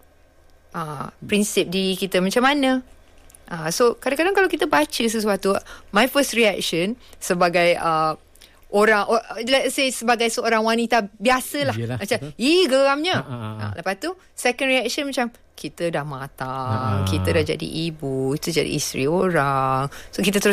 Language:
Malay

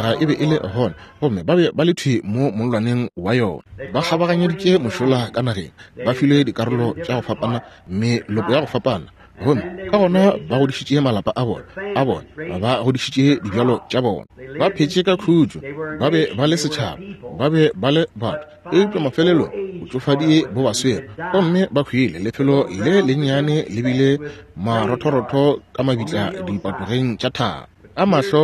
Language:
Northern Sotho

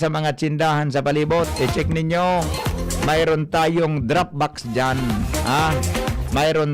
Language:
Bikol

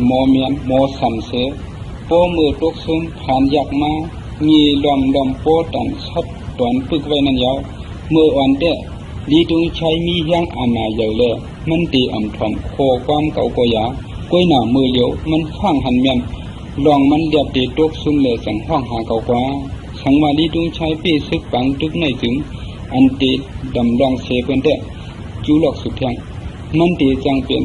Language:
Shan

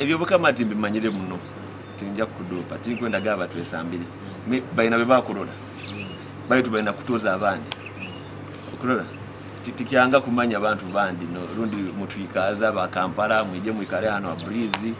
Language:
Nyoro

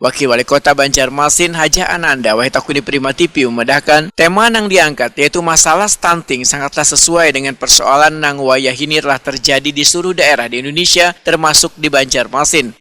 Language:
Banjar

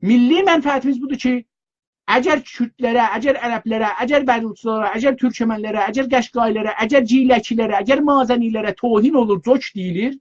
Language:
South Azerbaijani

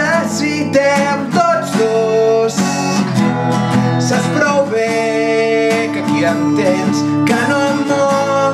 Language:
Catalan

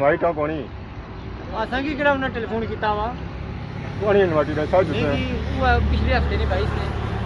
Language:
Pahari-Potwari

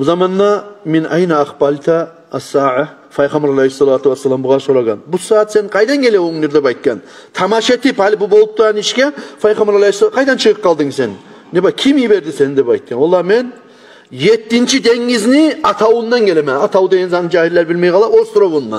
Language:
Kumyk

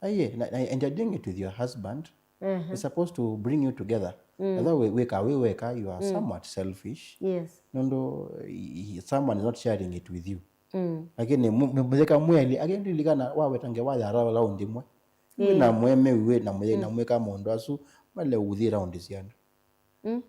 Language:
Kamba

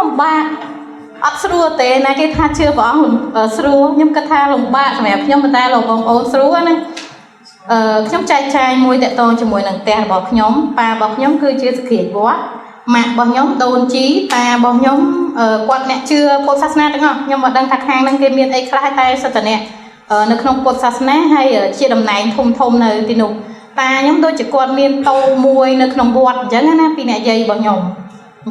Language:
Khmer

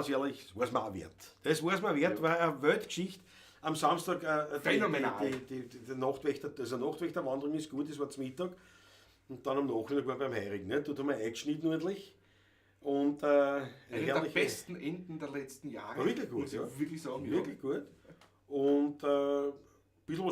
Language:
Bavarian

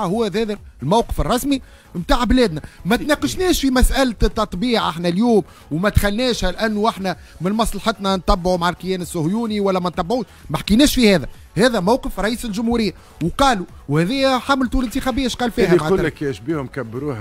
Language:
Tunisian Arabic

